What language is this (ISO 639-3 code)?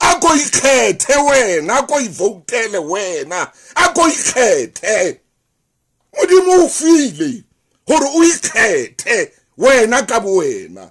sot